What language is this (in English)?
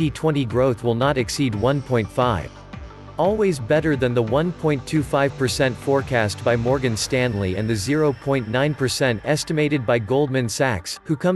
English